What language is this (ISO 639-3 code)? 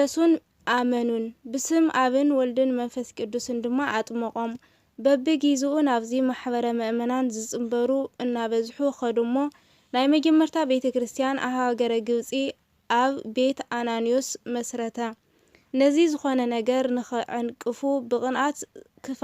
tir